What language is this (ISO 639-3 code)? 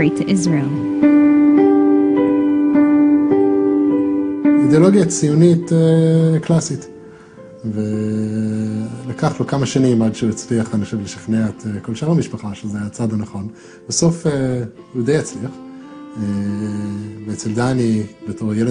heb